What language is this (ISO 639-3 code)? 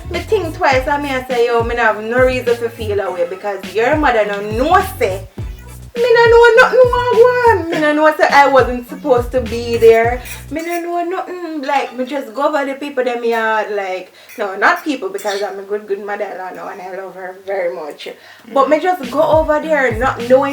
jam